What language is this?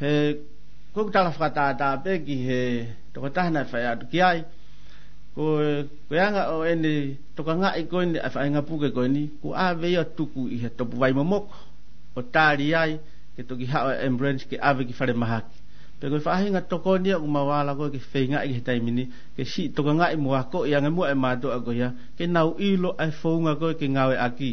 Tongan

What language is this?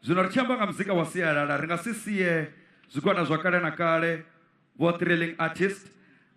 Venda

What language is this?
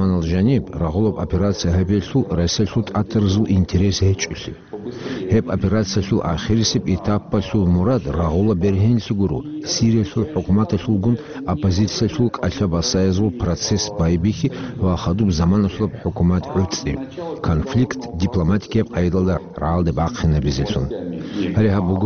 Avaric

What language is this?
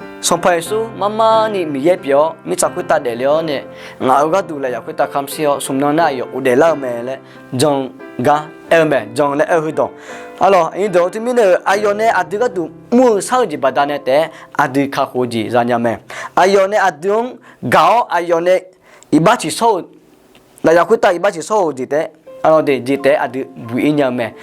Akha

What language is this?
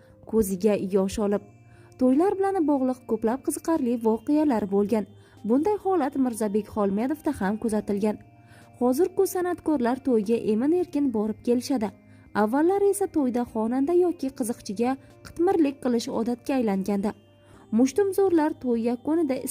Uzbek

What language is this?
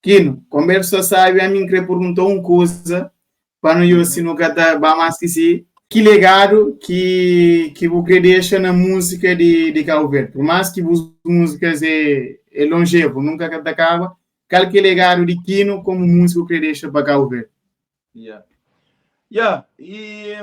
Kabuverdianu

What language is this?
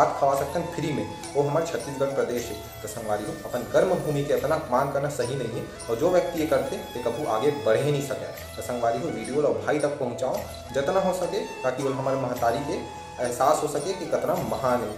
Chhattisgarhi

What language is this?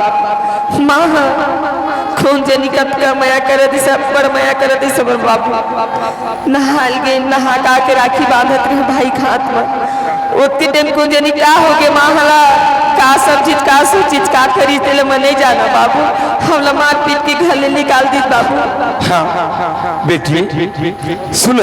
Chhattisgarhi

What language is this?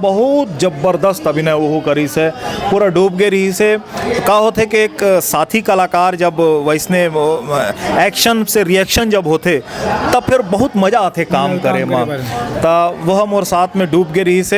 Chhattisgarhi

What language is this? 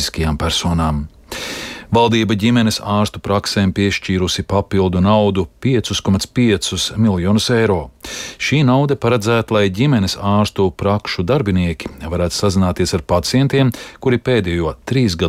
Latvian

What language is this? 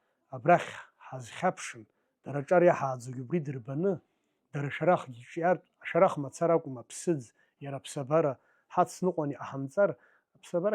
Abkhazian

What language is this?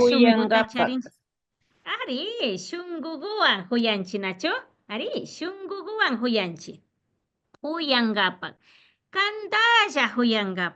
Imbabura Highland Quichua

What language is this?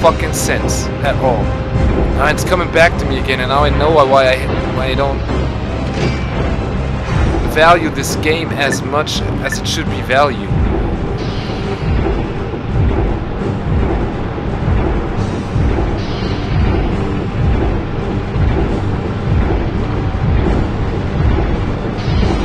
English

